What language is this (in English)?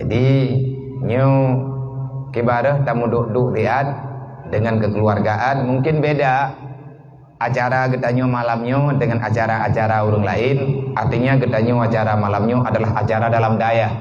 Achinese